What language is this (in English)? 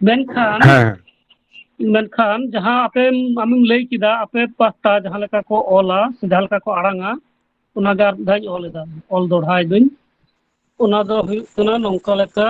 Santali